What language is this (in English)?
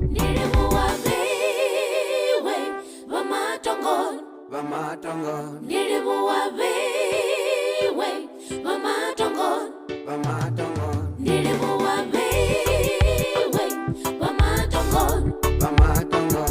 Venda